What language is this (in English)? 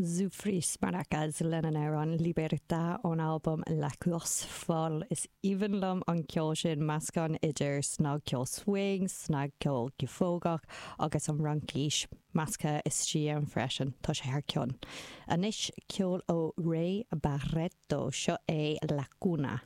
Irish